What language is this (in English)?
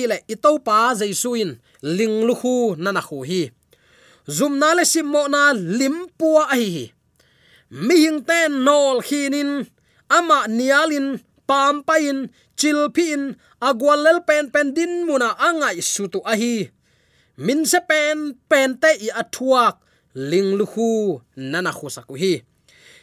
Tedim Chin